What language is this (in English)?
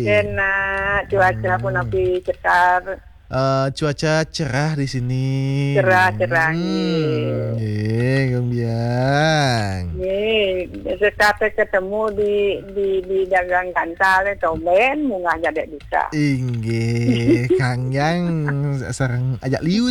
Balinese